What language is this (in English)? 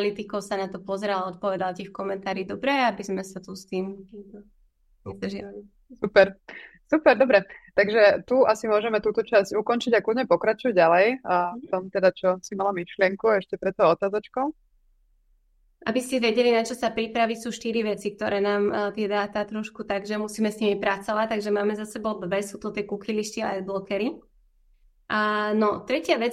Slovak